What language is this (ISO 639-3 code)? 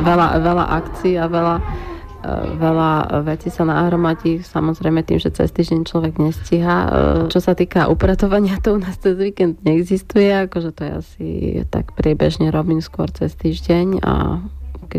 slk